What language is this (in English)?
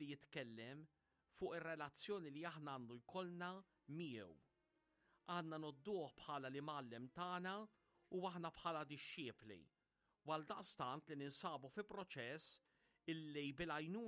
Maltese